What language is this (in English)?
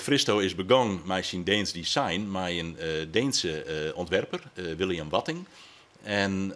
Western Frisian